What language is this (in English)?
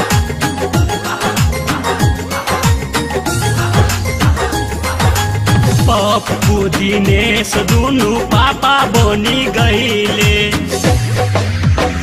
Bhojpuri